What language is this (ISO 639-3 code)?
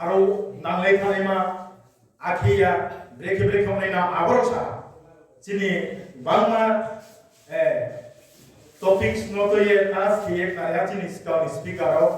ria